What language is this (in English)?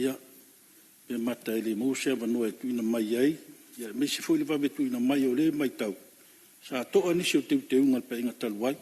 Samoan